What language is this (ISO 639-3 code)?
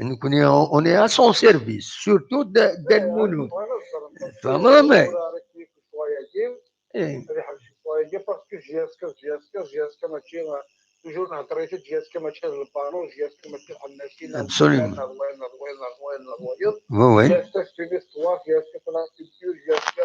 kab